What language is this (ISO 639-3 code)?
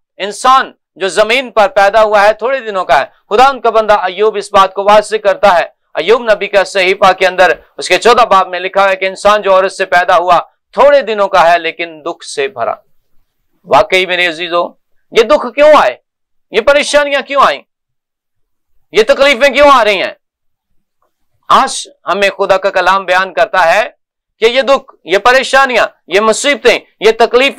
urd